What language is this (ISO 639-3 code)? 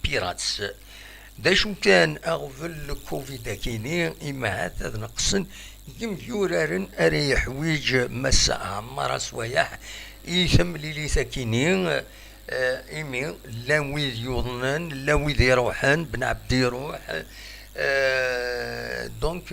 kab